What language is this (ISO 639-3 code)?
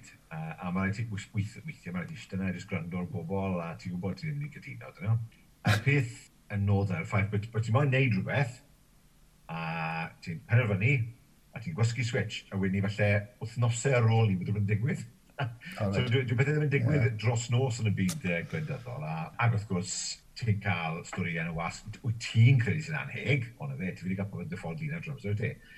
cym